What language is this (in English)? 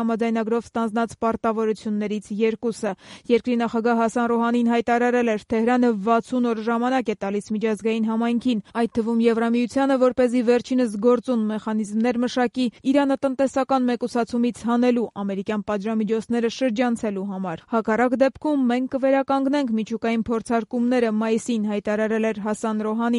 Armenian